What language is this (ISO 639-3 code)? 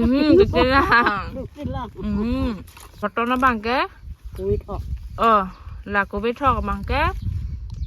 mjw